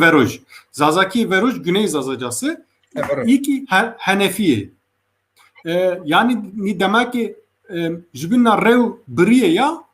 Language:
Zaza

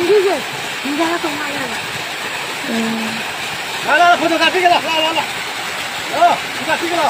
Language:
Manipuri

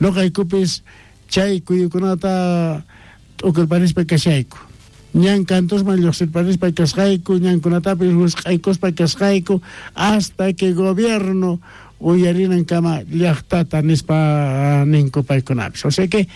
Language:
South Bolivian Quechua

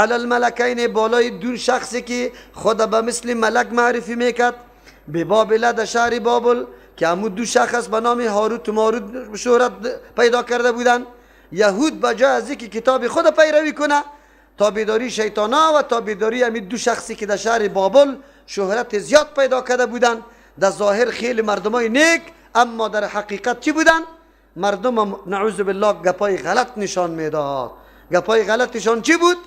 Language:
Persian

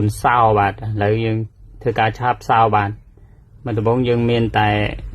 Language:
Khmer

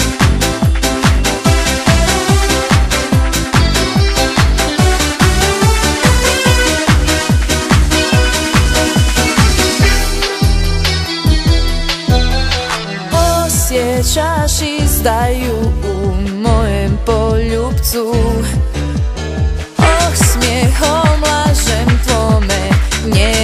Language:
Croatian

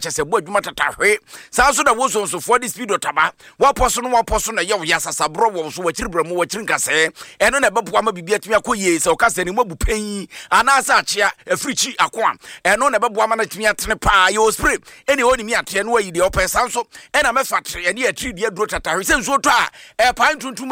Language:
Akan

